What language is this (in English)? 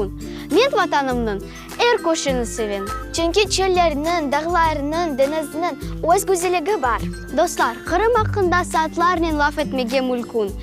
Crimean Tatar